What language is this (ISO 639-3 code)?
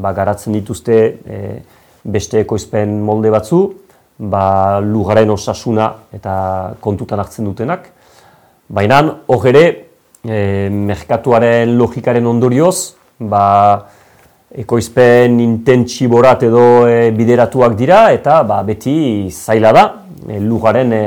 eus